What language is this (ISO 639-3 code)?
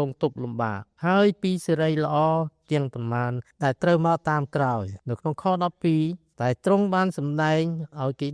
khm